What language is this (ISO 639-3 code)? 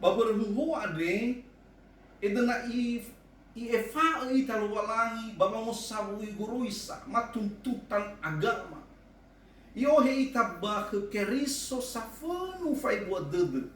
nia